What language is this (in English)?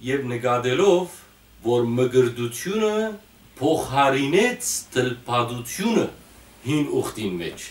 Western Armenian